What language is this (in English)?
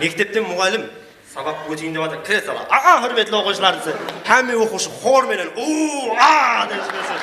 Kara-Kalpak